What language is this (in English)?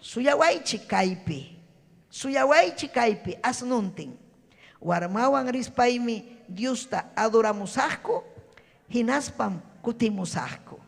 Ayacucho Quechua